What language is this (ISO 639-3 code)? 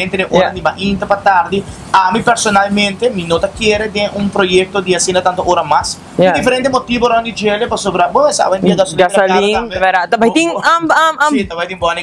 pap